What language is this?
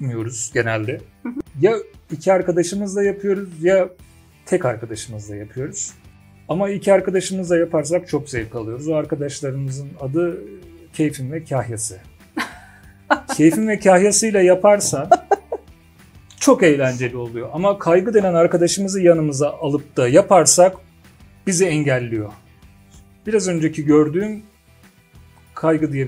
Turkish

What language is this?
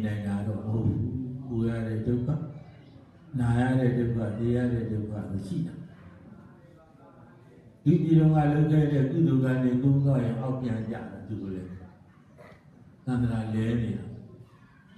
Burmese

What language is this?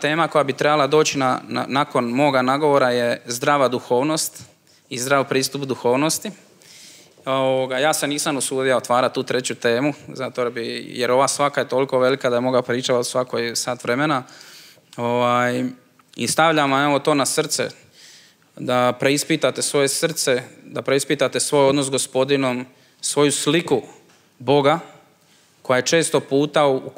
Croatian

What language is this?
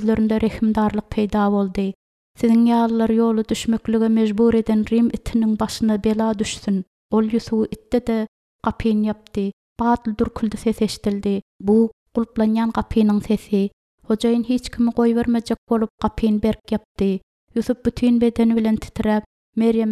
Turkmen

